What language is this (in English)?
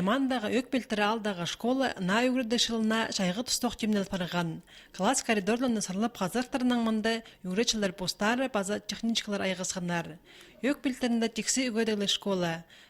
Khakas